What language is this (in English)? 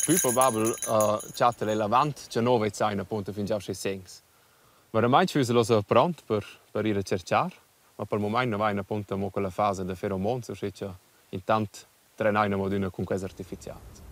Romansh